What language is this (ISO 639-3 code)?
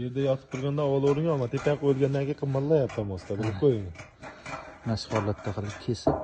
uzb